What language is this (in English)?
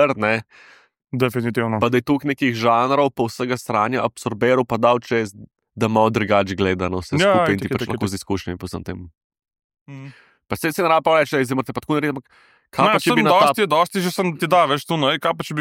Slovenian